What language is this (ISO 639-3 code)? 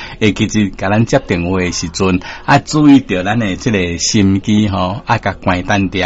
nan